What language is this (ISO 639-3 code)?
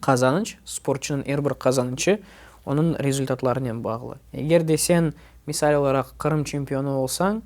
crh